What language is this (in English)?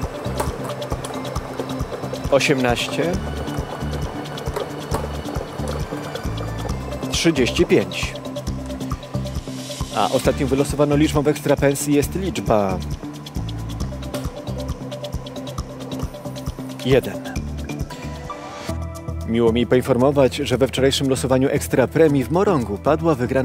Polish